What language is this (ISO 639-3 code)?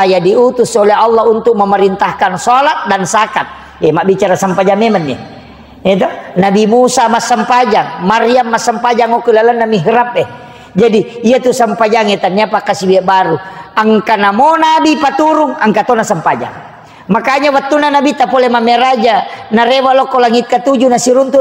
bug